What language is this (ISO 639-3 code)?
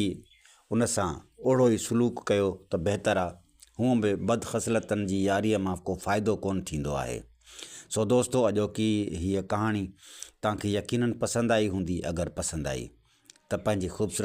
snd